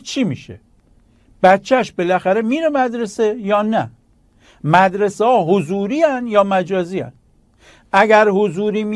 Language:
Persian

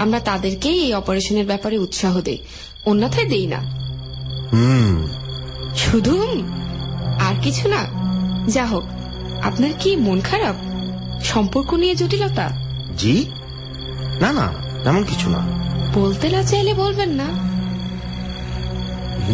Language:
Bangla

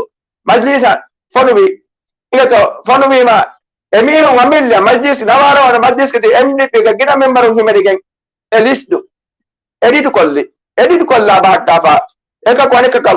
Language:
Divehi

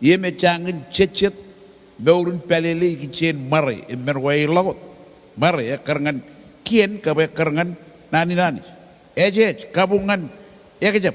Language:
Marshallese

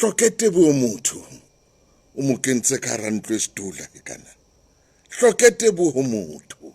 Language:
Southern Sotho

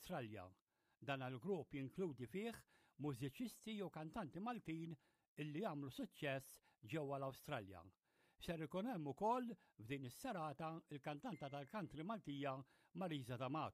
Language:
Maltese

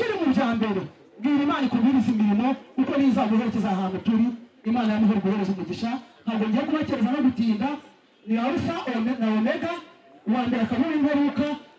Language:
Kinyarwanda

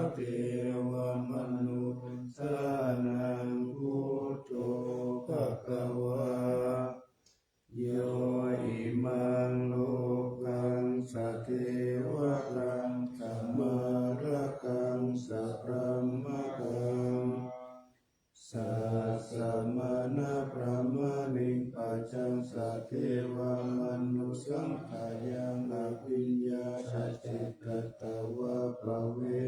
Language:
Pali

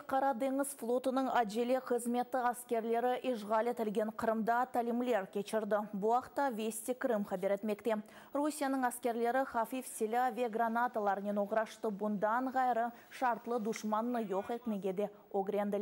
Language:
Crimean Tatar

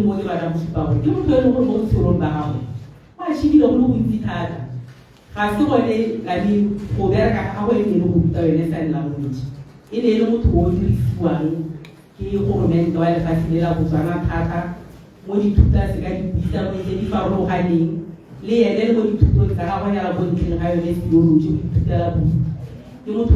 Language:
Tswana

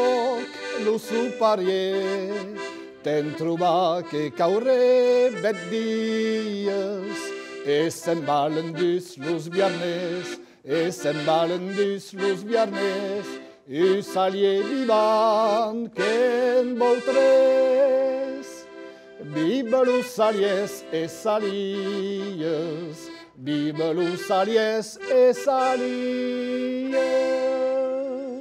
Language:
Occitan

